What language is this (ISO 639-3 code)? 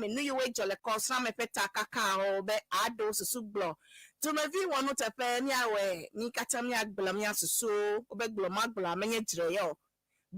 ewe